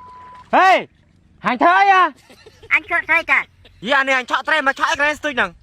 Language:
Khmer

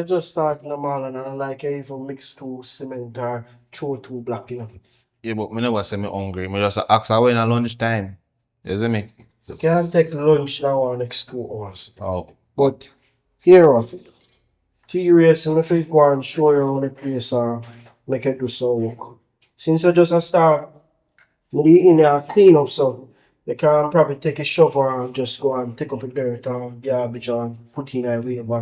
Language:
Jamaican Creole English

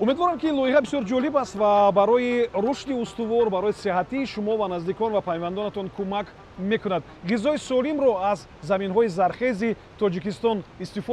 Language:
Tajik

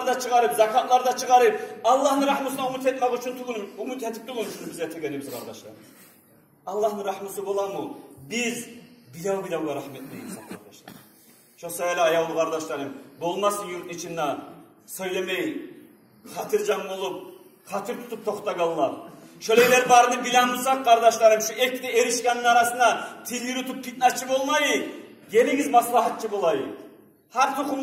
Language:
Kumyk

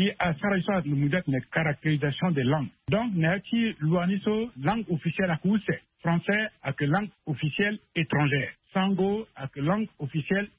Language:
Sango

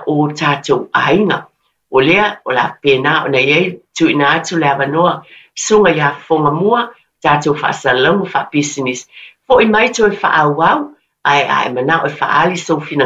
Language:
Samoan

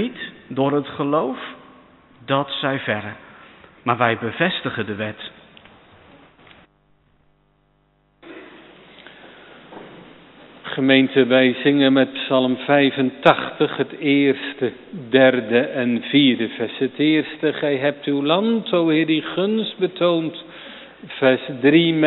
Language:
Dutch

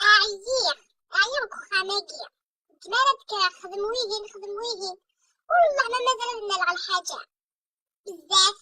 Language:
Kabyle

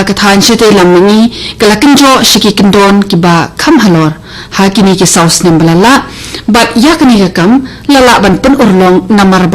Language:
Khasi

